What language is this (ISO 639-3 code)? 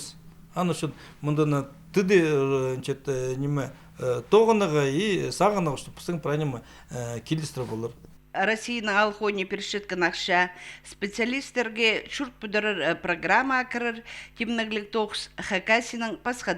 kjh